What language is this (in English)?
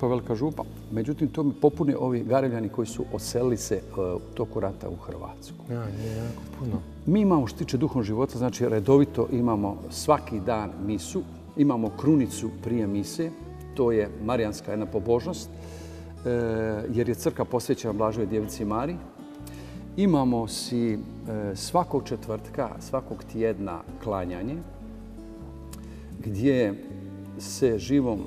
Bosnian